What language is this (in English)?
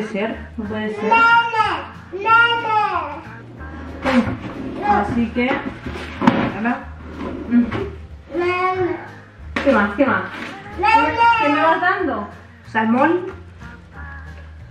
Spanish